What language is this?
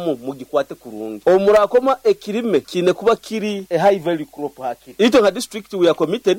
Nyoro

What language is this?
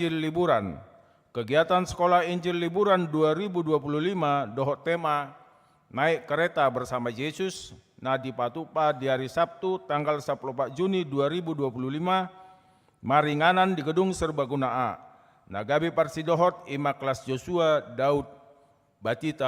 Batak Toba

